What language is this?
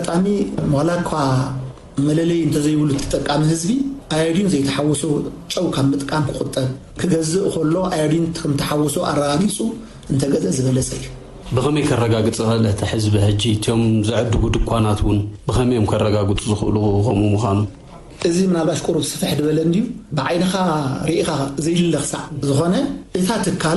Tigrinya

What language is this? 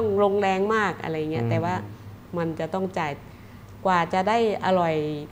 Thai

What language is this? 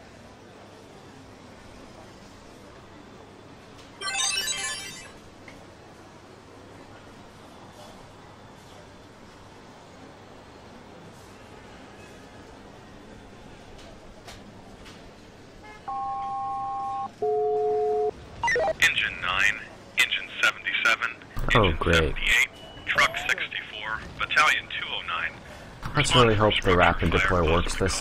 English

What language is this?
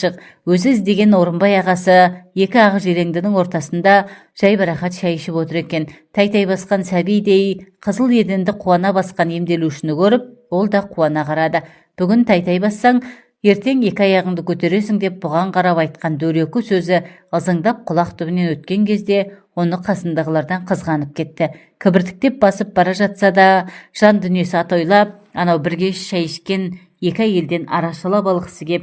Kazakh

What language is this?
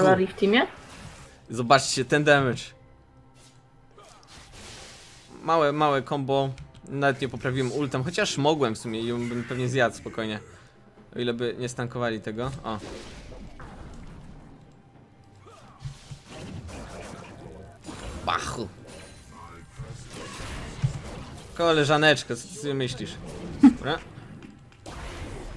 Polish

